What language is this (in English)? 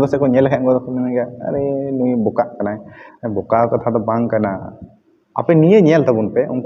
Santali